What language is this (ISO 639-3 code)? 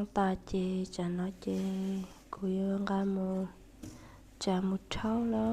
hmn